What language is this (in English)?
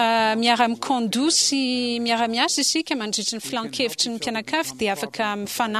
Malagasy